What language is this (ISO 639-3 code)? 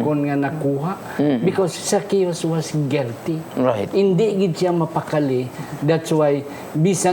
hil